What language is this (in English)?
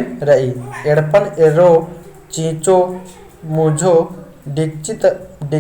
Kurukh